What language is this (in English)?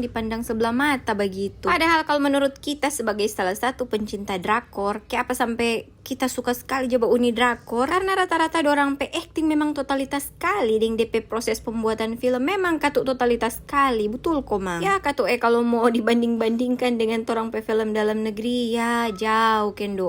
Manado Malay